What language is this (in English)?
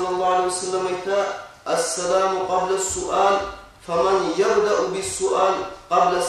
Kumyk